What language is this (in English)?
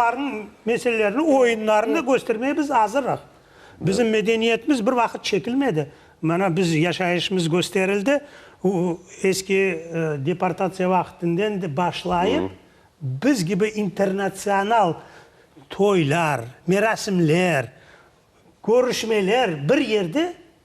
Crimean Tatar